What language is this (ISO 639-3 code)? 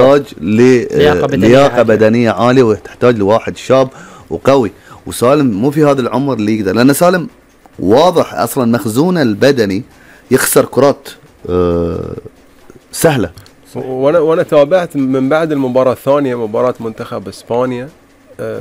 afb